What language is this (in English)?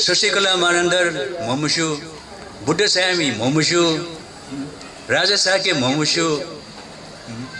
Newari